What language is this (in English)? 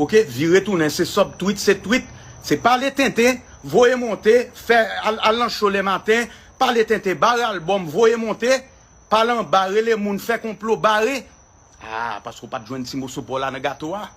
Haitian Creole